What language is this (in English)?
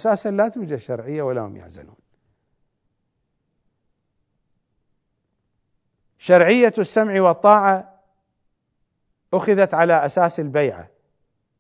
Arabic